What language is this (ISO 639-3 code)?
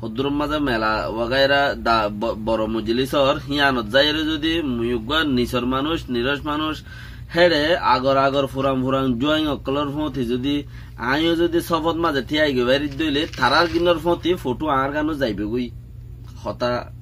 rhg